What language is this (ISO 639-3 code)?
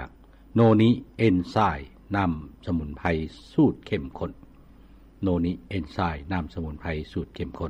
lao